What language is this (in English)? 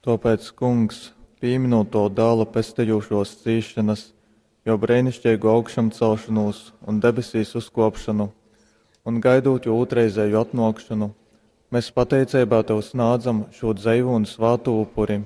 Latgalian